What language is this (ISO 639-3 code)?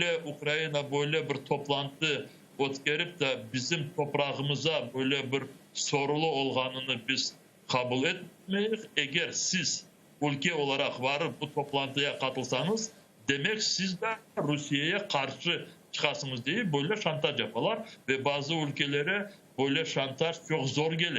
crh